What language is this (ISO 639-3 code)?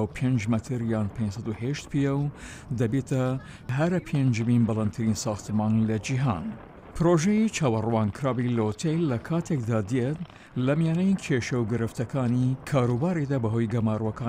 ckb